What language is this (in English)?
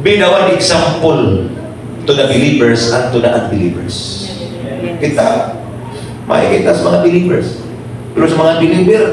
Cebuano